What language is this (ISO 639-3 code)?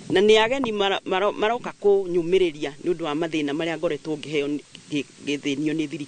kik